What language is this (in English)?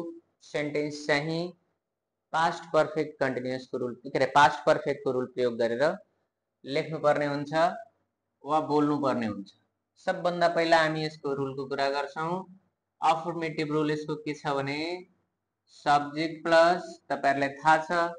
Nepali